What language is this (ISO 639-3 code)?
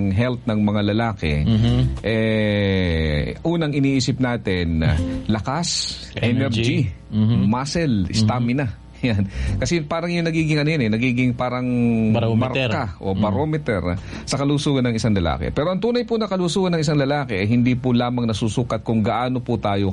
fil